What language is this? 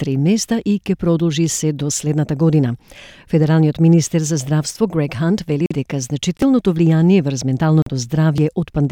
Macedonian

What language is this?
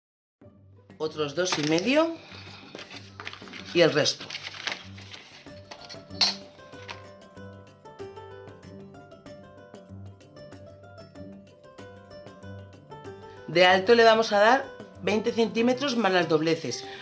Spanish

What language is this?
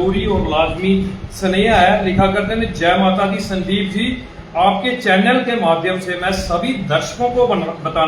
Dogri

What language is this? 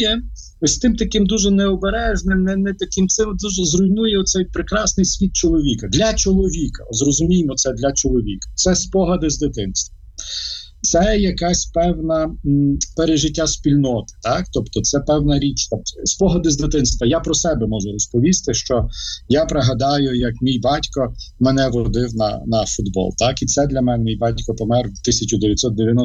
Ukrainian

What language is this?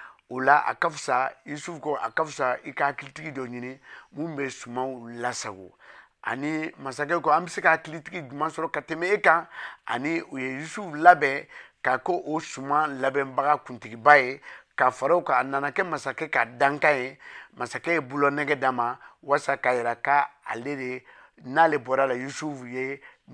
Bambara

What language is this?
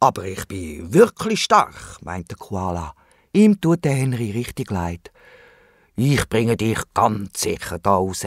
Swiss German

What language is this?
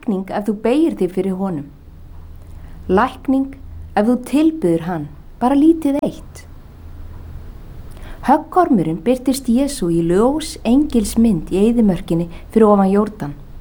Icelandic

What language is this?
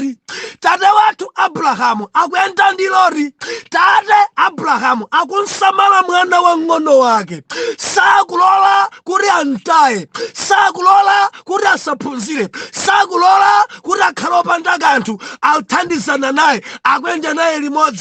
Nyanja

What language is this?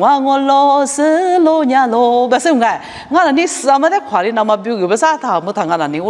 Lisu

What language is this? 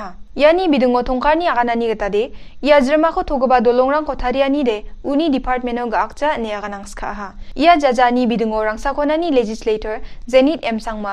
Garo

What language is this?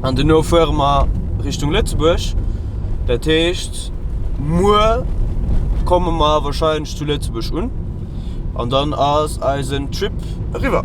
Luxembourgish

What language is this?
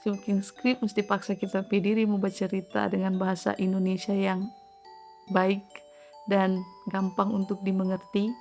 Manado Malay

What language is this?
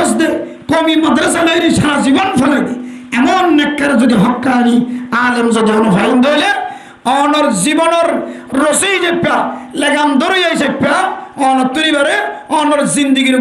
Rohingya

